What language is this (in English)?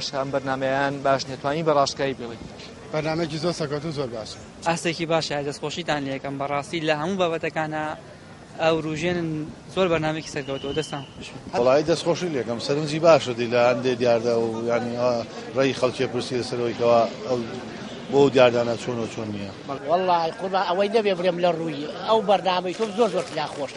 Central Kurdish